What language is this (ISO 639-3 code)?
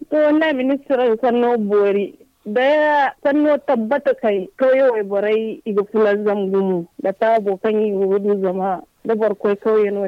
dje